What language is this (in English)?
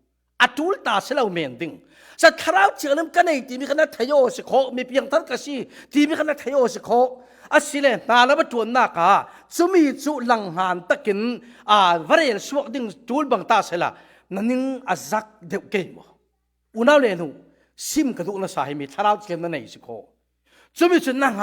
Falam Chin